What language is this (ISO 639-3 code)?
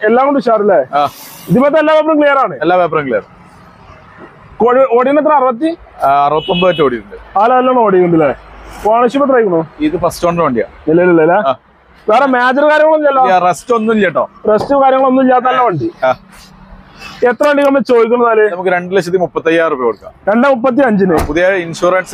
mal